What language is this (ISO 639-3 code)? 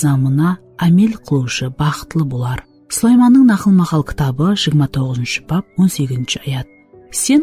kaa